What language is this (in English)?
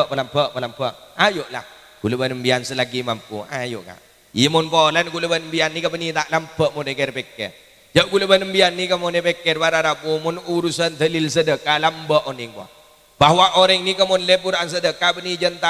Madurese